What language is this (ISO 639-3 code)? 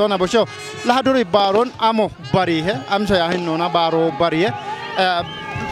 kbr